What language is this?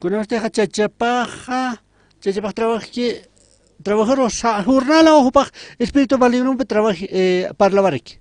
Aymara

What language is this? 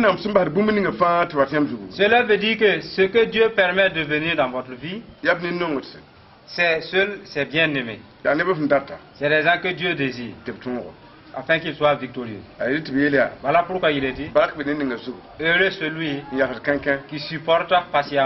Mossi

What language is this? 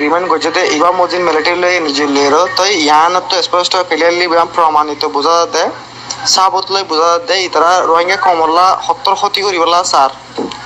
Rohingya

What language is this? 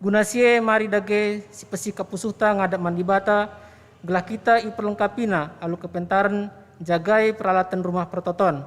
Batak Karo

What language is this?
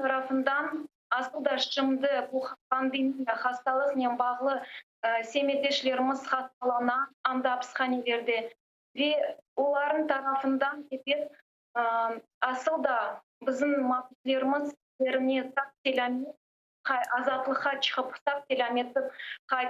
Crimean Tatar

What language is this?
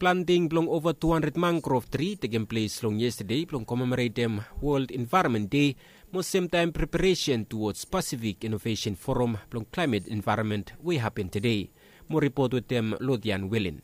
Bislama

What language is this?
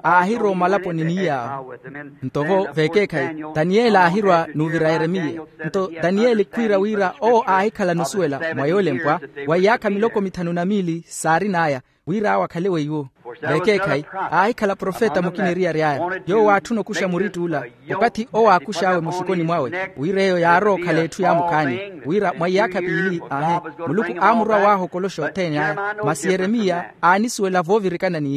Makhuwa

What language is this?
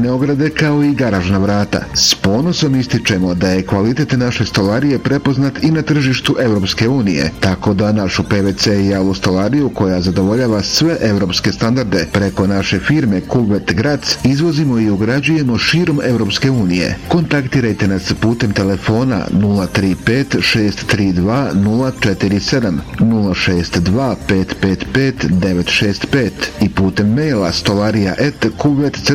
Bosnian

